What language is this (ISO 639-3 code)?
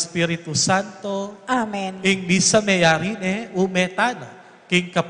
pam